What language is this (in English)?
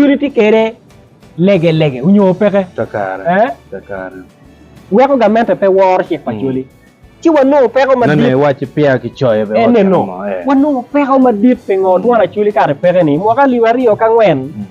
Acoli